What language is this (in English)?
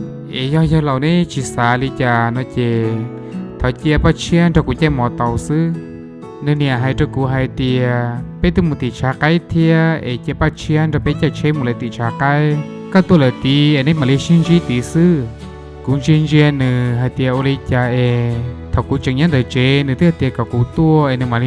Hmong